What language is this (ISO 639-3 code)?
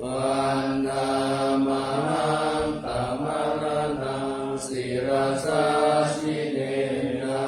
pli